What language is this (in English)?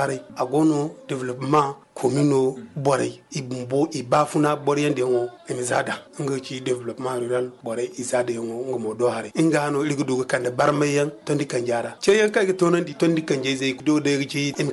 Zarma